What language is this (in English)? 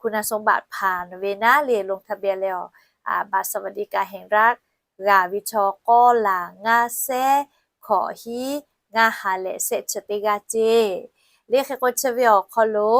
Lahu